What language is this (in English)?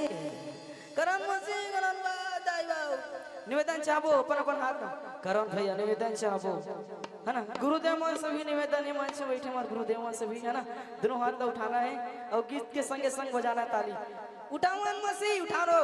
Chhattisgarhi